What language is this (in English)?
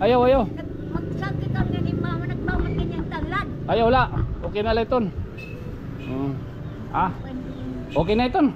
Waray